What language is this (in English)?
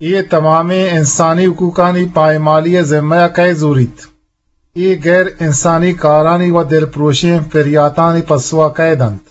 Eastern Balochi